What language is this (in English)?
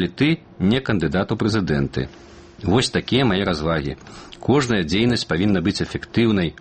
Belarusian